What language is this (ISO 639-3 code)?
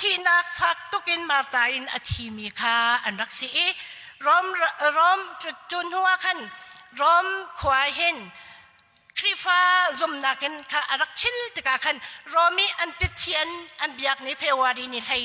cnh